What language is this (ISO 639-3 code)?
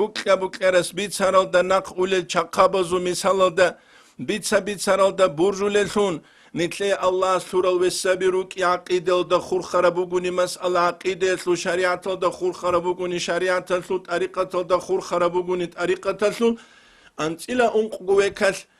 ava